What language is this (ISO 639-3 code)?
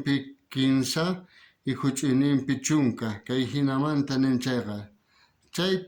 quh